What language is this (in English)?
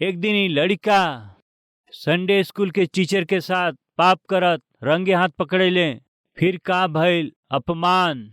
Bhojpuri